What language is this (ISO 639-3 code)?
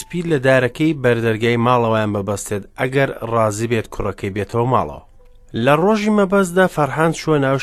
ckb